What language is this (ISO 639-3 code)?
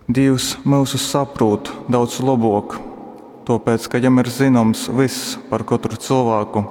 ltg